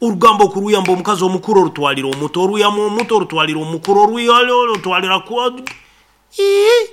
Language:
Nyoro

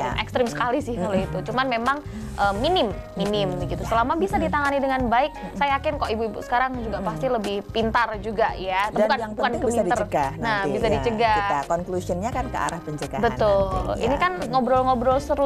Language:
Indonesian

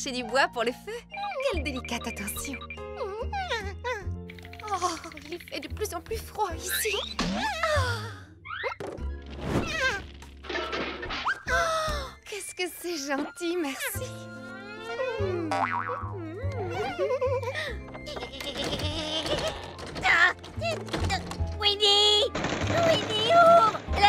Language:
French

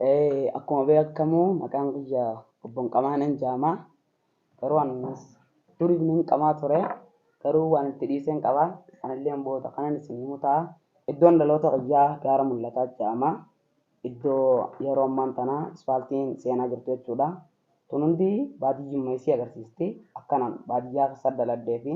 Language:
Oromo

